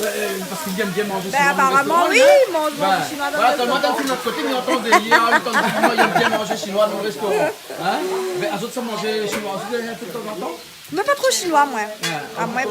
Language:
Réunion Creole French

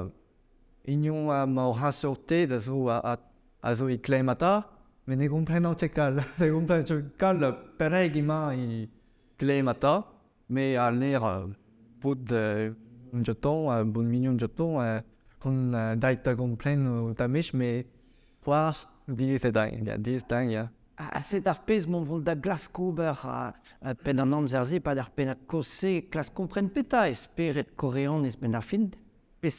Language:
Breton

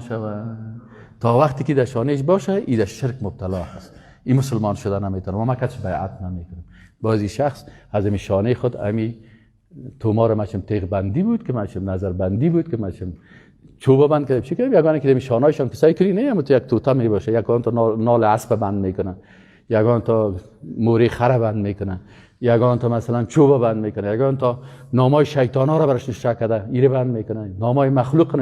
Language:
Persian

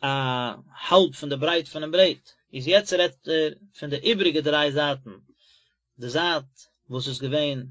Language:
Yiddish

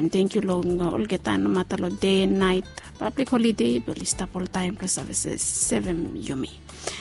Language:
Bislama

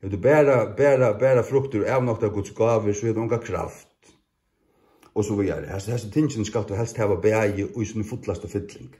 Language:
Faroese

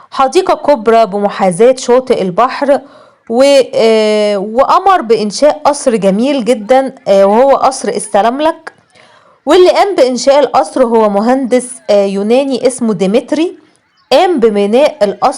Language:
Egyptian Arabic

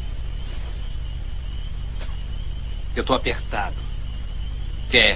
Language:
Portuguese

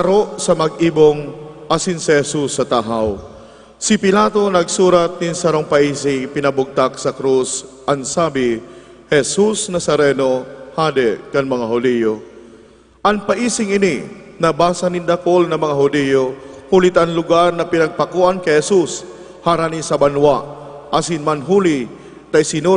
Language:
Bikol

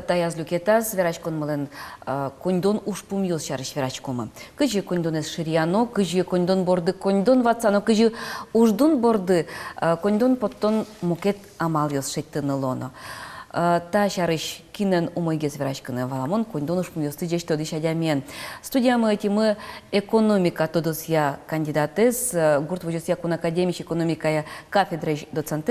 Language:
Udmurt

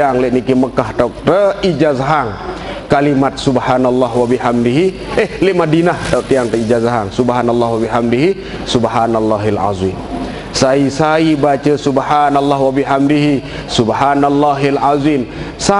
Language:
Sasak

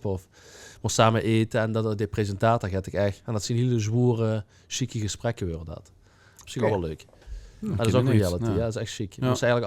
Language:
Limburgish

